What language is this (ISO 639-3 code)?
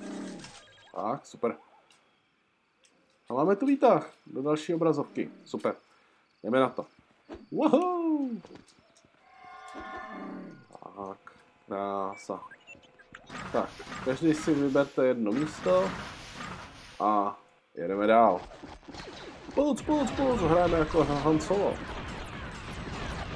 ces